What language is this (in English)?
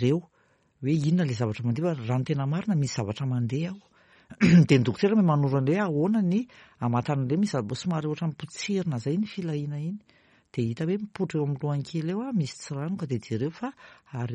Malagasy